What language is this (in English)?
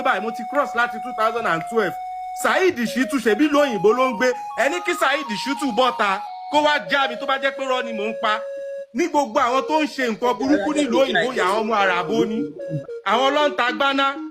Yoruba